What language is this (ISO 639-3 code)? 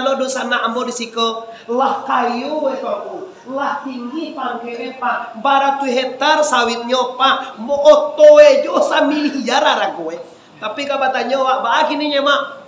min